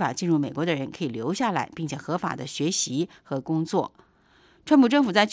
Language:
Chinese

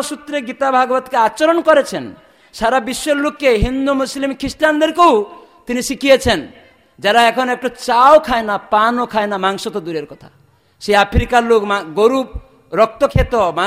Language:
Bangla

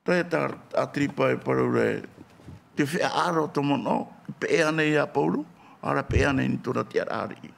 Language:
Tahitian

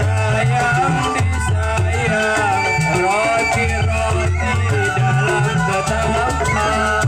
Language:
Betawi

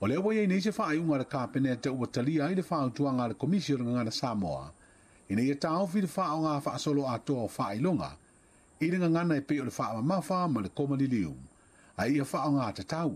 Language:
Samoan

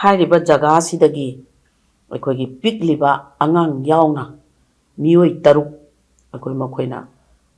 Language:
Manipuri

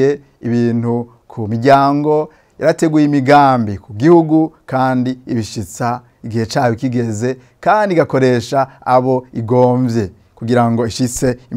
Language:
Rundi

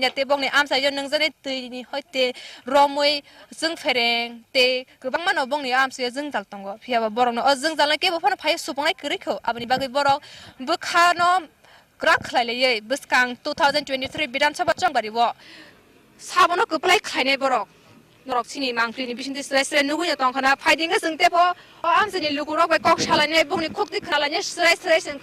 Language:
Kok Borok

